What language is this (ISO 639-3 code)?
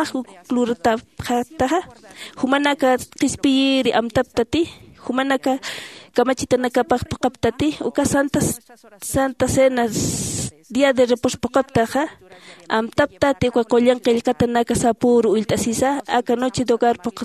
aym